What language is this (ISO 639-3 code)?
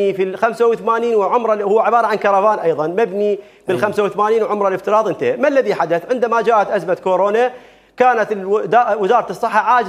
acm